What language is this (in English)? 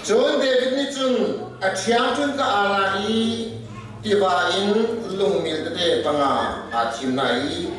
Hakha Chin